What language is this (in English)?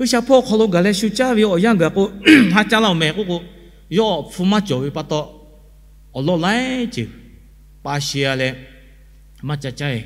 Lahu